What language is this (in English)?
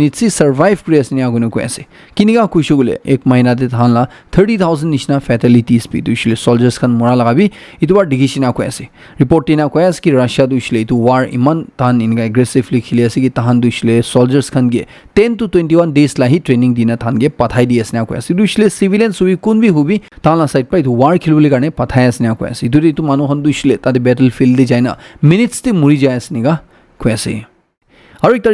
Naga Pidgin